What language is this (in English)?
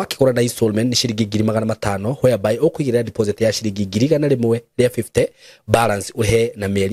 Kikuyu